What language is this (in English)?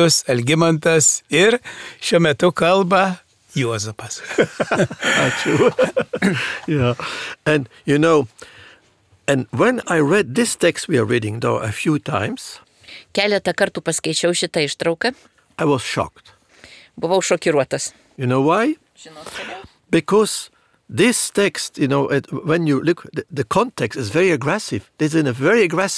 Lithuanian